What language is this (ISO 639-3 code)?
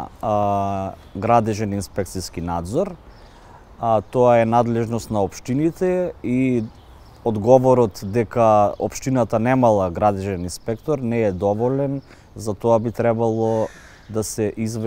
mkd